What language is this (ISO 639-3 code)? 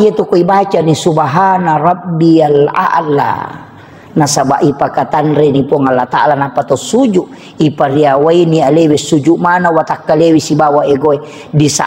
bug